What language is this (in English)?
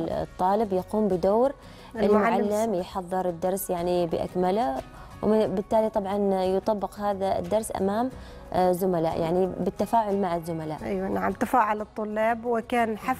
Arabic